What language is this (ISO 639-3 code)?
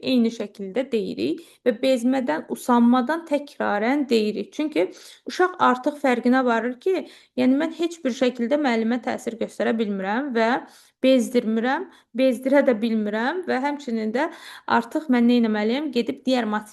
aze